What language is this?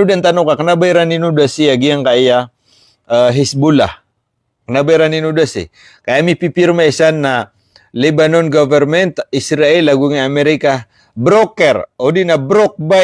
Maranao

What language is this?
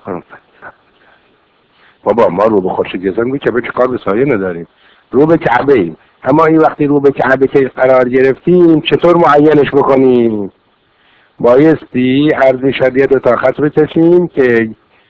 Persian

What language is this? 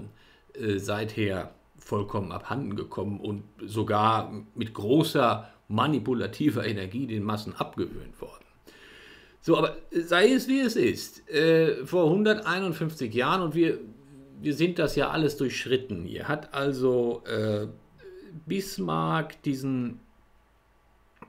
German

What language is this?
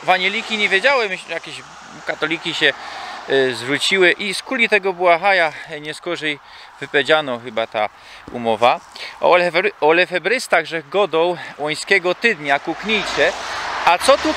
Silesian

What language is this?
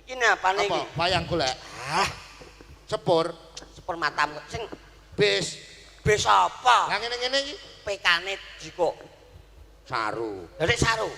Javanese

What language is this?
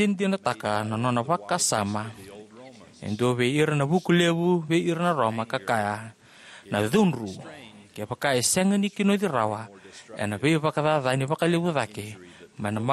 Fijian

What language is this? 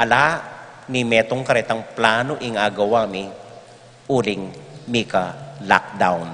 Pampanga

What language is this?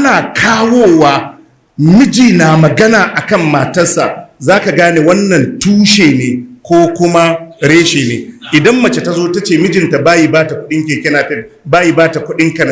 Hausa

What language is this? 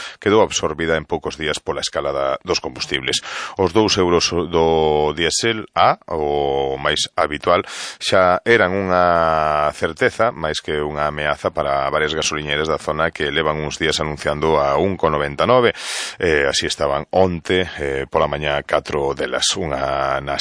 Galician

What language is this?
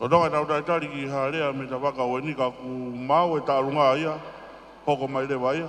Tongan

